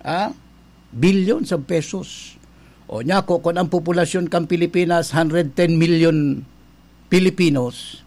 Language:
Bikol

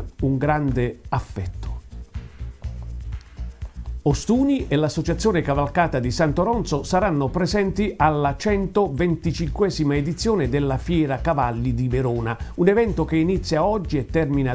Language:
Italian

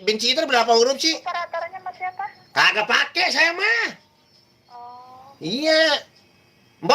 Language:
Betawi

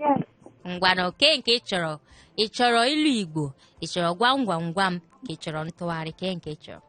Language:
Igbo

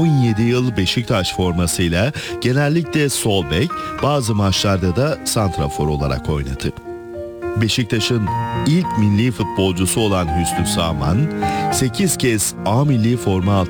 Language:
Turkish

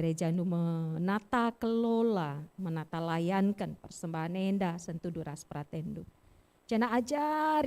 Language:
Batak Karo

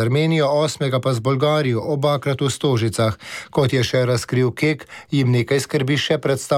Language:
Slovenian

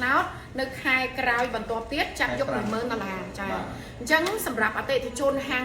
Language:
Khmer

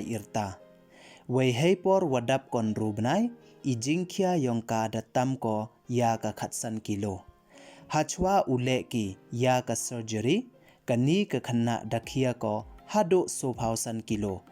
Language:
Pnar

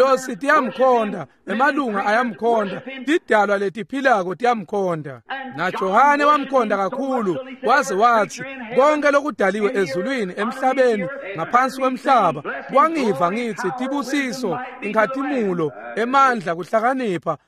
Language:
Swati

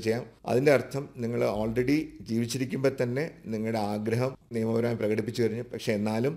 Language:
Malayalam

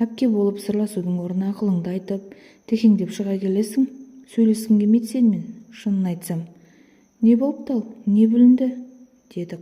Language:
Kazakh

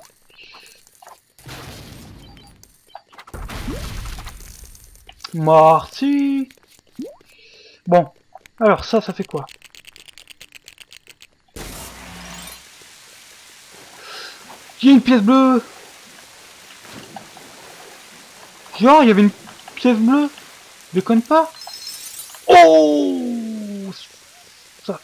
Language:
French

